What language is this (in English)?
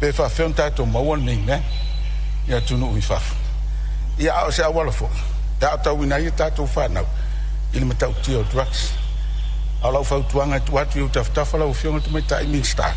Samoan